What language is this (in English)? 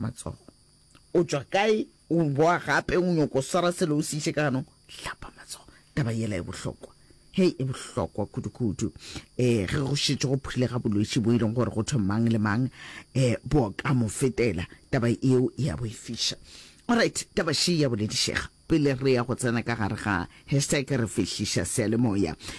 Northern Sotho